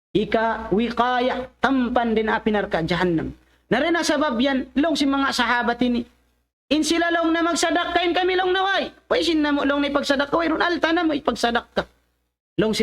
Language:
Tausug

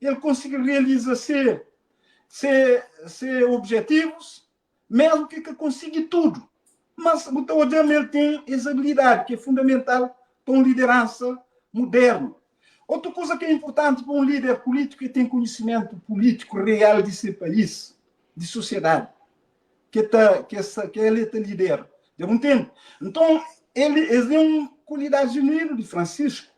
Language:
Kabuverdianu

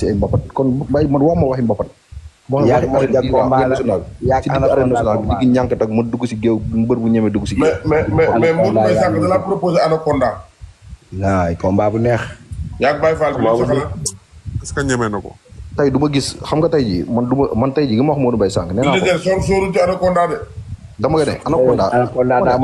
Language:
Wolof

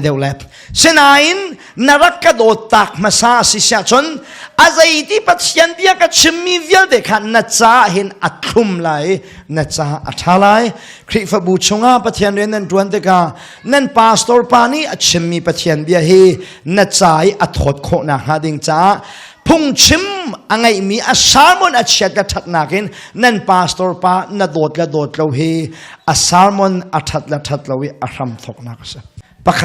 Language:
Hakha Chin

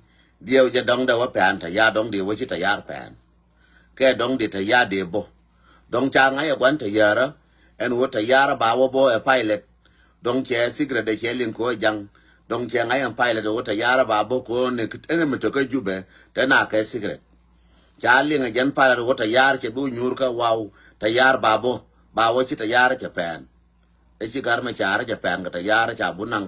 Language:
Nuer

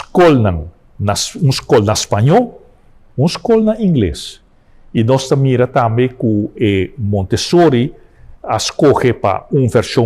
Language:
Papiamento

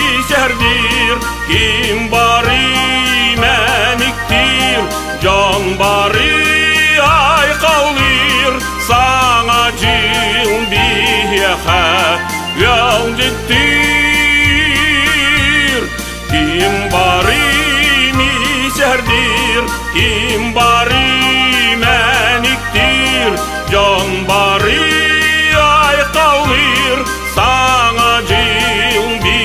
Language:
Yakut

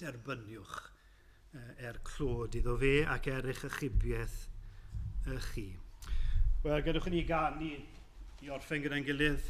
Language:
Welsh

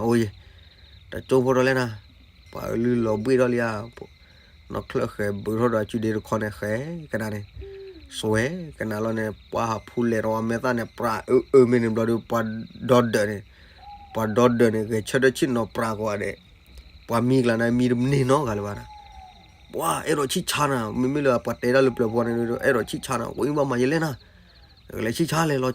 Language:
S'gaw Karen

